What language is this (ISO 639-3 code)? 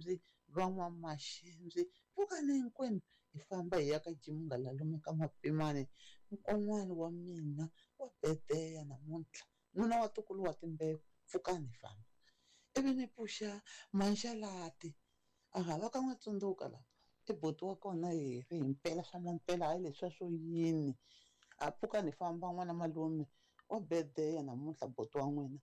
tso